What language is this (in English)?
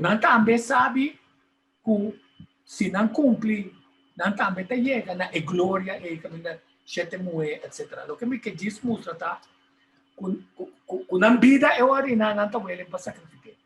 Papiamento